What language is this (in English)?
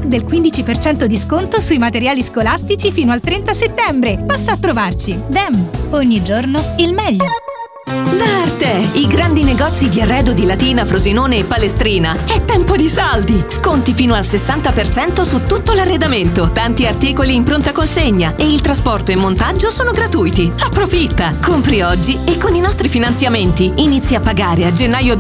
Italian